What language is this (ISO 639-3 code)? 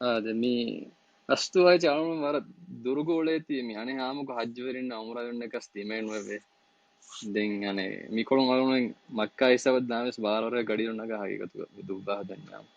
div